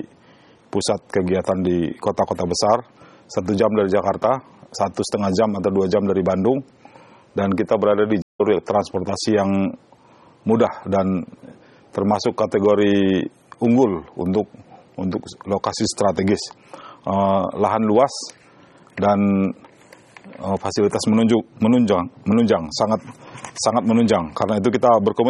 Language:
Indonesian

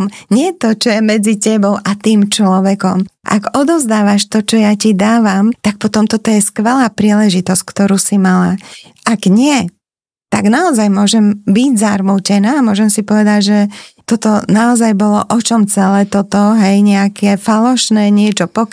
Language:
Slovak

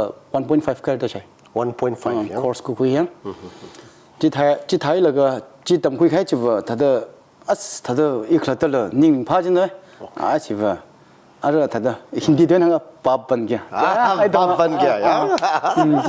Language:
Tangkhul Naga (India)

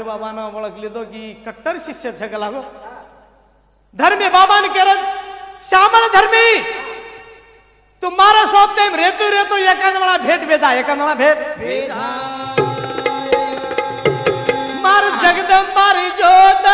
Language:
Lambadi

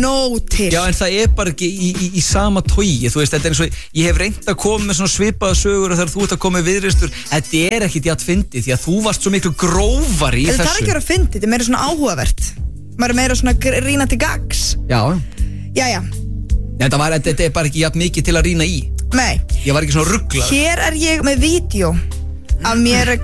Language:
Icelandic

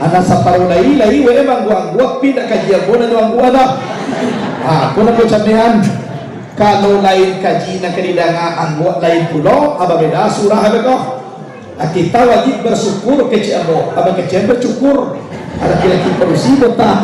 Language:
Minangkabau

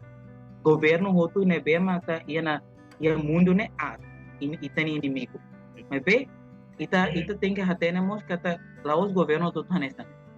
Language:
Tetum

